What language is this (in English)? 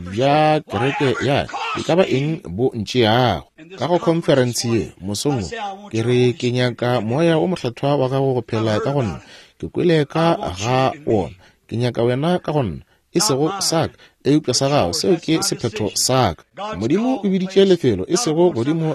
Northern Sotho